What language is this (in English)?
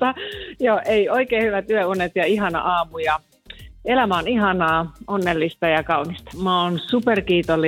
Finnish